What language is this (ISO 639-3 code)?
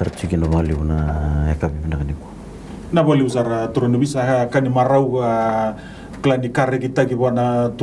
fij